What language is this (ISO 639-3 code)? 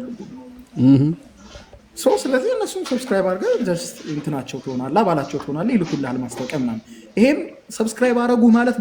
amh